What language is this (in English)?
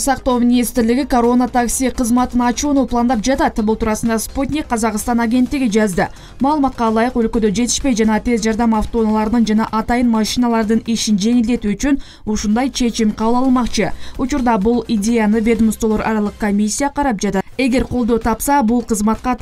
Kyrgyz